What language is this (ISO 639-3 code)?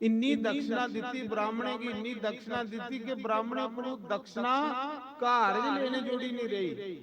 doi